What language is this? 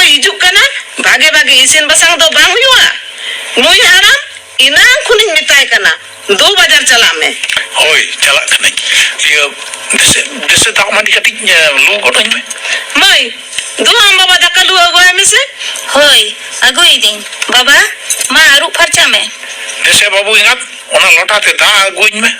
Santali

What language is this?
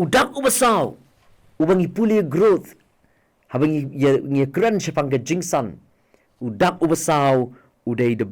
Khasi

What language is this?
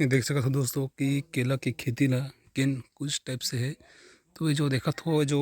Chhattisgarhi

